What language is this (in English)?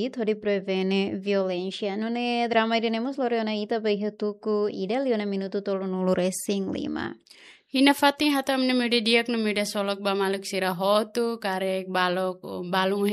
Tetum